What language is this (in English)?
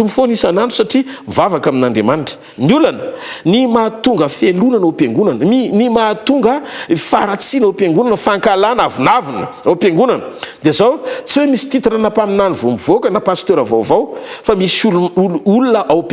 Malagasy